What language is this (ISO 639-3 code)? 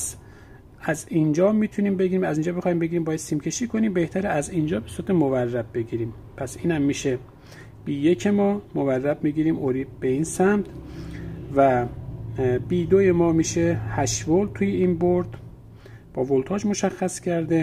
fas